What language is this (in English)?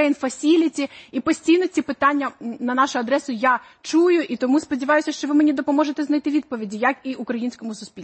Ukrainian